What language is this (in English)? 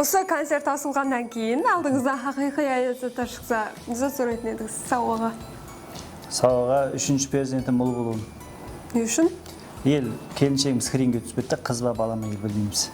Kara-Kalpak